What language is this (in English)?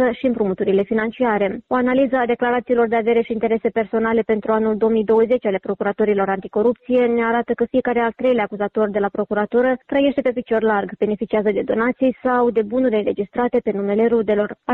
Romanian